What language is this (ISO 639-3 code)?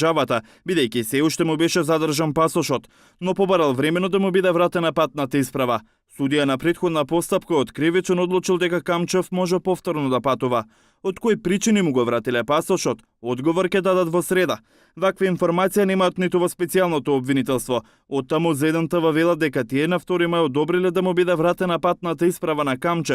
mkd